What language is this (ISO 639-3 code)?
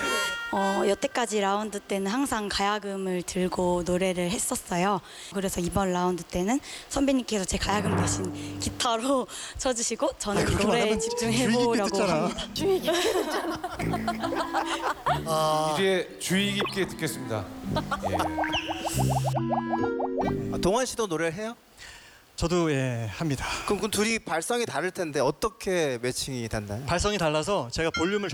kor